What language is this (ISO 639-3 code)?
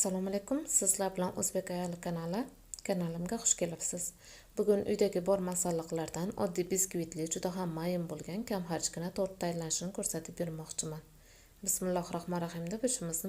uzb